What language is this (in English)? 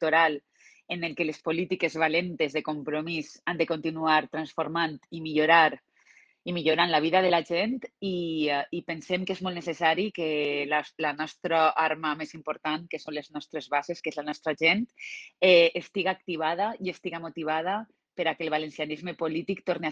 Catalan